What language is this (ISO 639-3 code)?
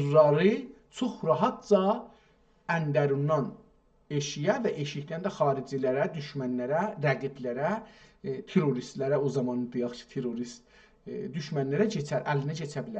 azb